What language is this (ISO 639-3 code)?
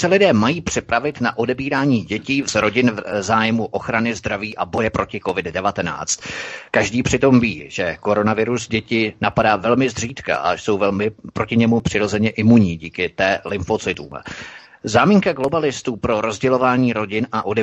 ces